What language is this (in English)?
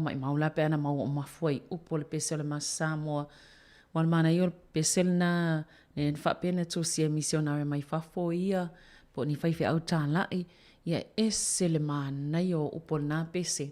Samoan